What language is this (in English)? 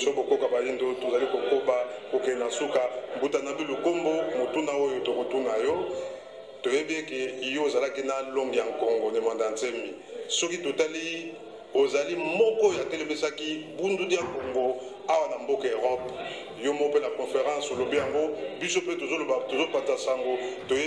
Lingala